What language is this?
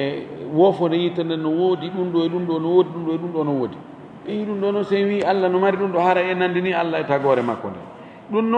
Fula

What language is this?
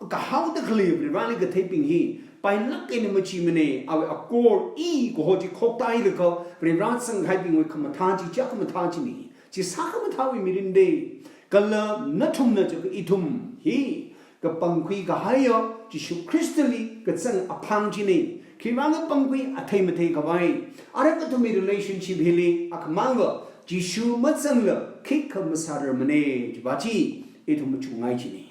Tangkhul Naga (India)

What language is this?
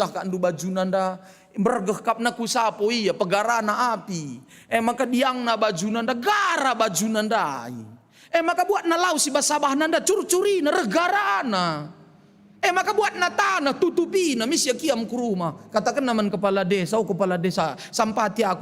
Batak Karo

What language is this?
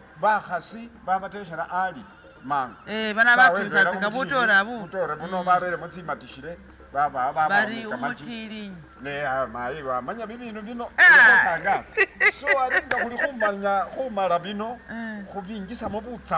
Masaaba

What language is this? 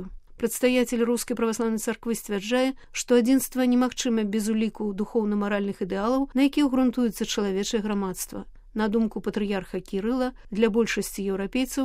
Belarusian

